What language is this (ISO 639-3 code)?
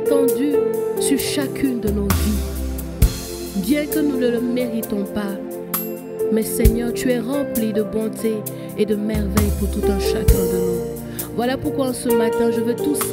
fra